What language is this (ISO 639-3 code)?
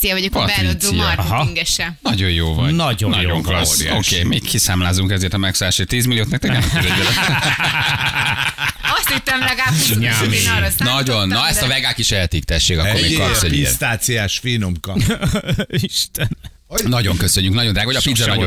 hun